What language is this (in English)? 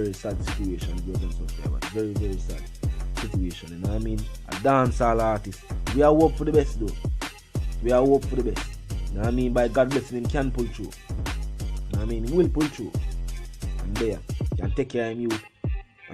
Jamaican Creole English